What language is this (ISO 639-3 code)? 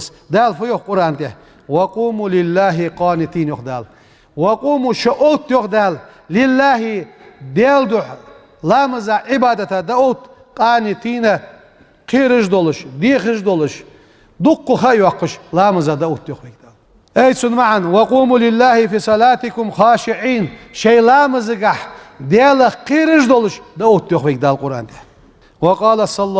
inh